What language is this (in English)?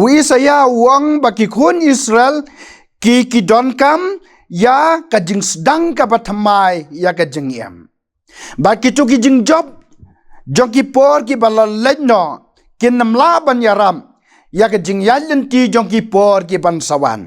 Khasi